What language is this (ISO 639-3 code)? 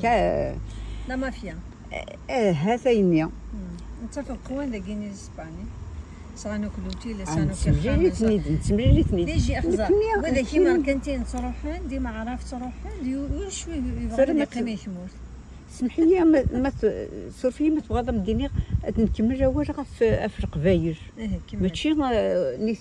kab